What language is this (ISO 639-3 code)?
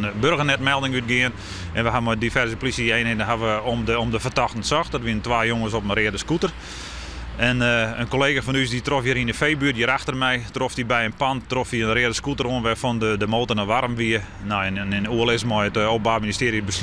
fry